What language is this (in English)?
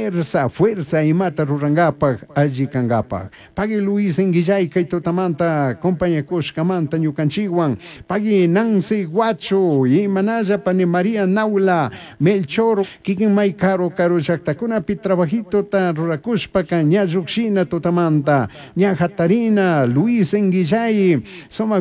Chimborazo Highland Quichua